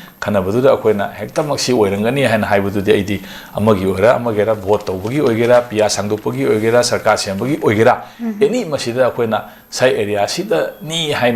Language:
Manipuri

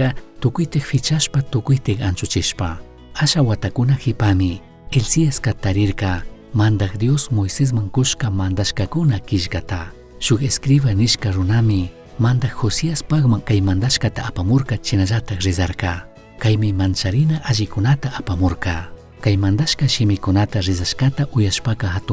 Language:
Chimborazo Highland Quichua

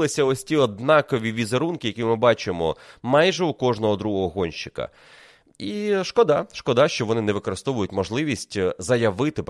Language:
Ukrainian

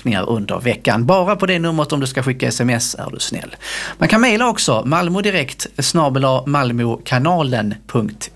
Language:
Swedish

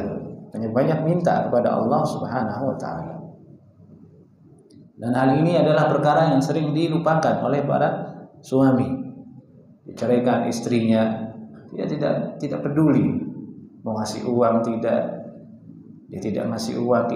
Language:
Indonesian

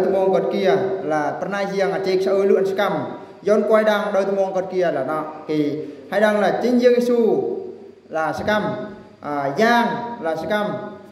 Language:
Eastern Bru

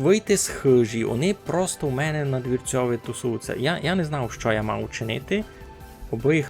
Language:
Rusyn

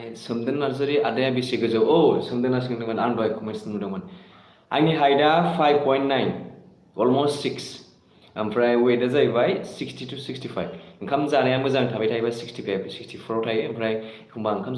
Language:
Bodo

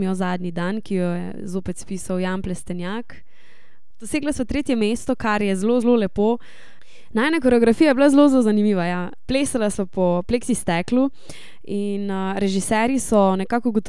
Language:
Slovenian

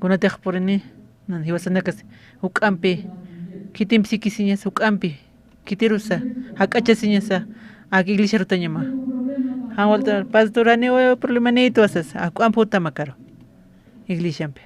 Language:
Aymara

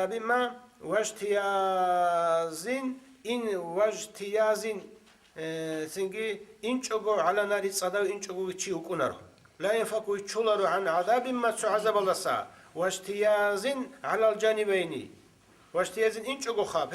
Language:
Avaric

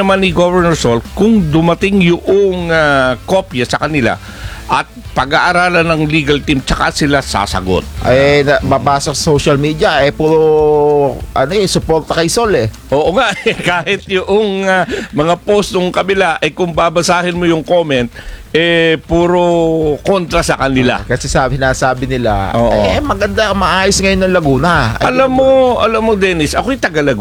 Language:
Filipino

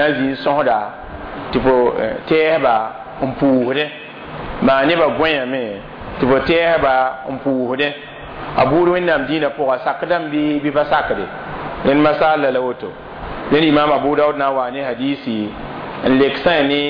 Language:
Mossi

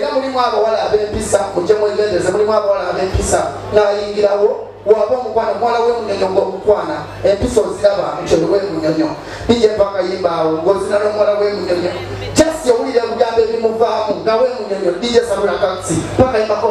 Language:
Ganda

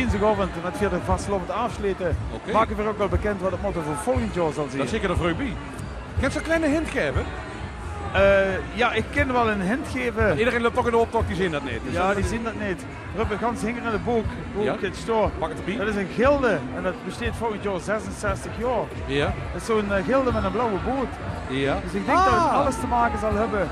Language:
Limburgish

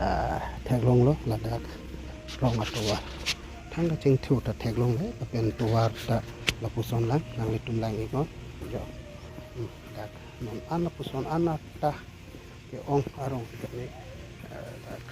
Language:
Karbi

